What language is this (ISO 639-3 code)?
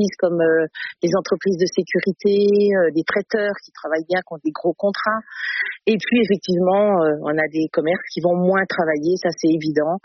fra